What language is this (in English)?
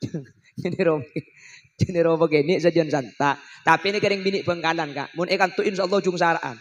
Madurese